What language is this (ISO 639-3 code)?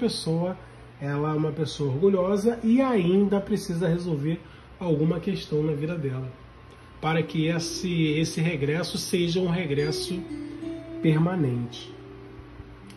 por